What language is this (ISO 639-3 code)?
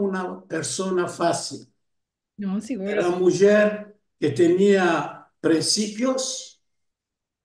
lad